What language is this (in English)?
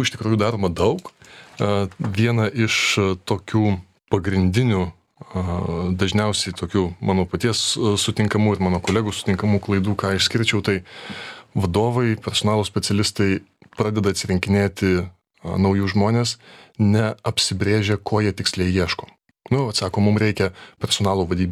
Lithuanian